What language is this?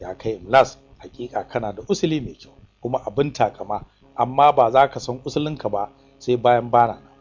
Hausa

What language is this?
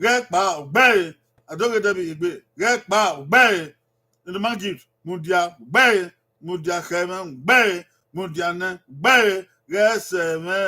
Bini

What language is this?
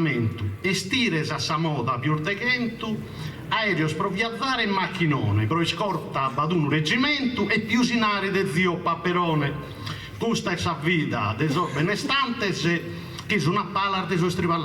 Sardinian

